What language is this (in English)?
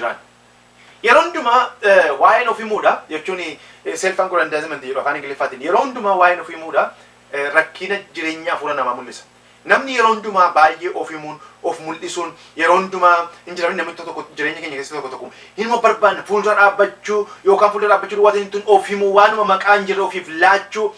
Oromo